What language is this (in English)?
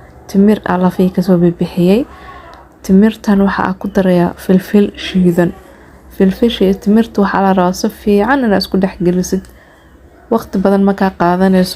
Somali